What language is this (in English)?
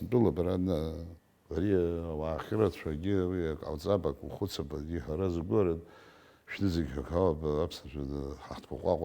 Abkhazian